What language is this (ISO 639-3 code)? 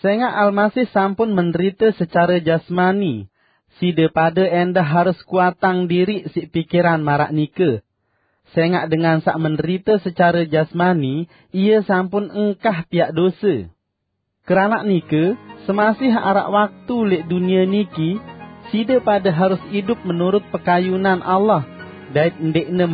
sas